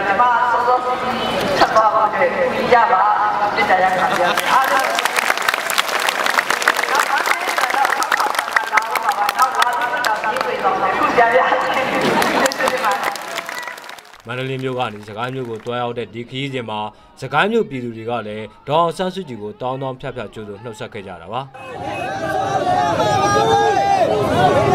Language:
Burmese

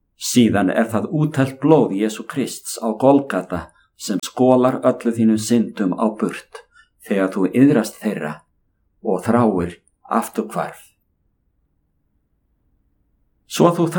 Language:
Icelandic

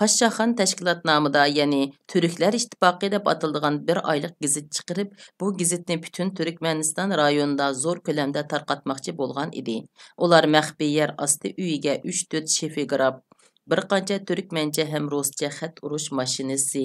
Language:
Uyghur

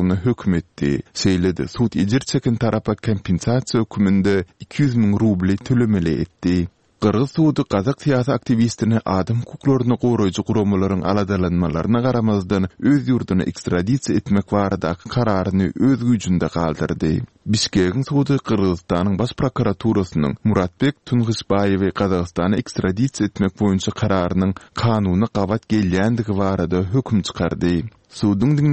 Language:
Turkmen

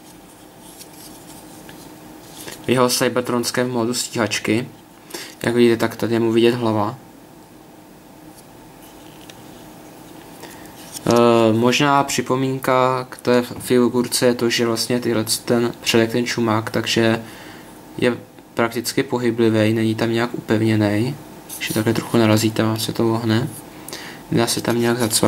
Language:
Czech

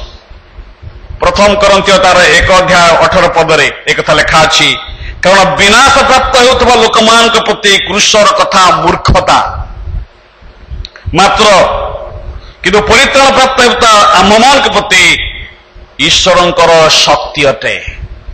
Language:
Odia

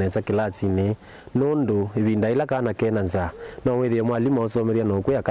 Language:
Kamba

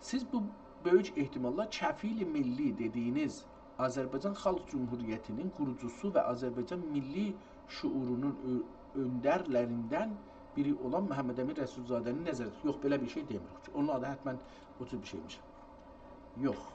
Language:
South Azerbaijani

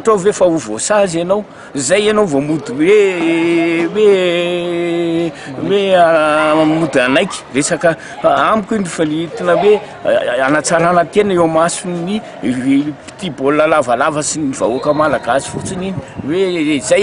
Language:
Malagasy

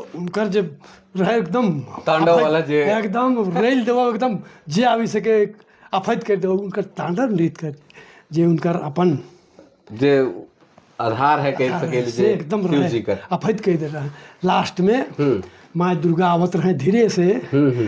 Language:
Sadri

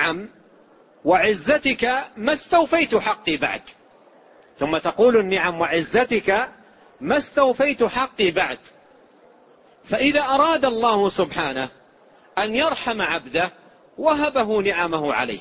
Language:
Arabic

